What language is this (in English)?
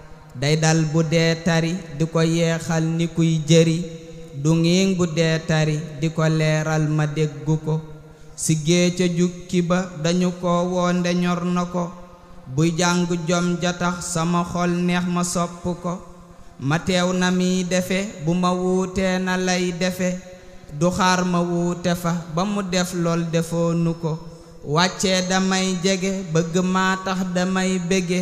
Wolof